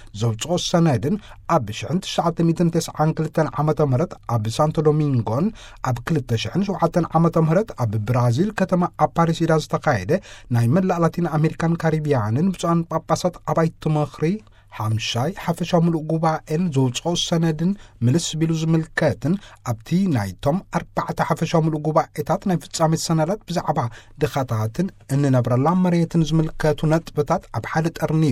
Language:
Tigrinya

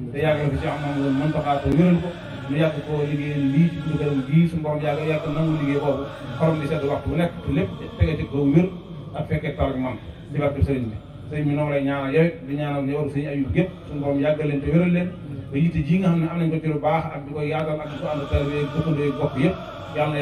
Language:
Wolof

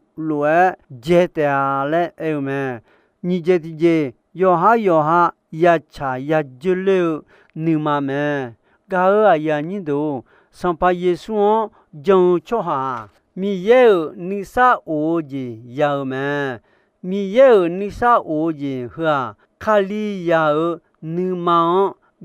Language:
Akha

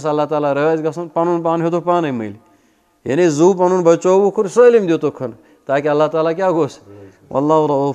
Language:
Kashmiri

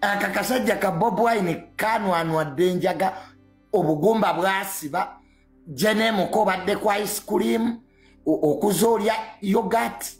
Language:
Ganda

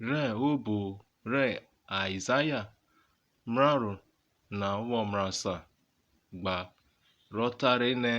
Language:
Urhobo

